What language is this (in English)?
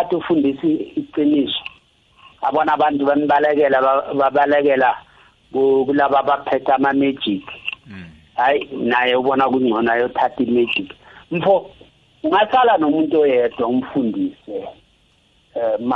South Ndebele